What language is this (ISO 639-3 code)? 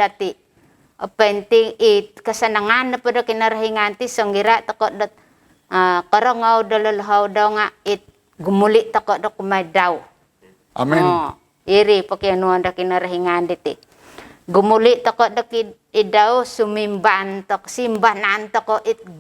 dtp